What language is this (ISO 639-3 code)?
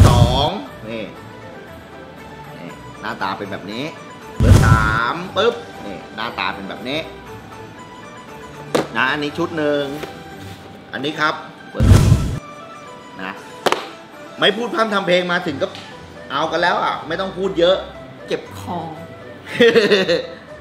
tha